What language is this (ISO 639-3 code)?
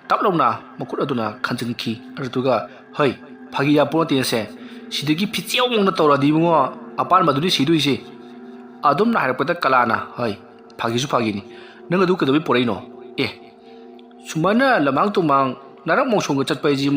mni